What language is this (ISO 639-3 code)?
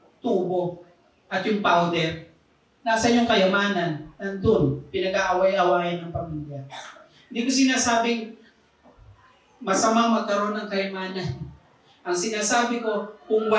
fil